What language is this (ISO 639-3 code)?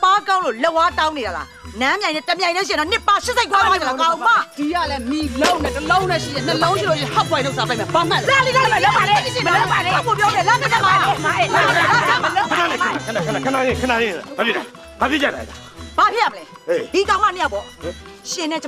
mya